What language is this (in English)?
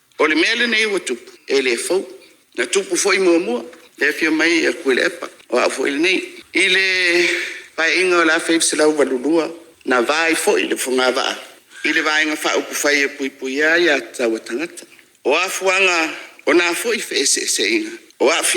Samoan